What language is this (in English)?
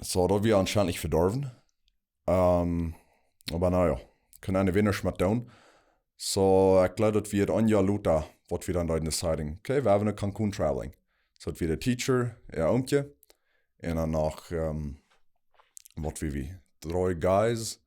Plautdietsch